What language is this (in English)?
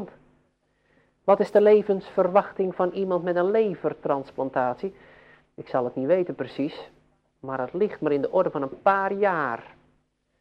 Dutch